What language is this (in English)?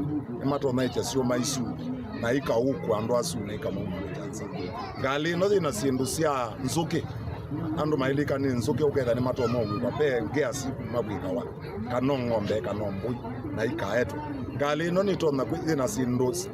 Kamba